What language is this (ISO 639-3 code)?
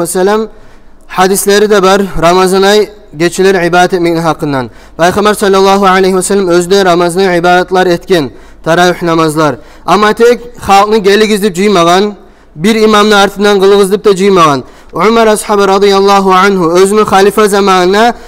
kum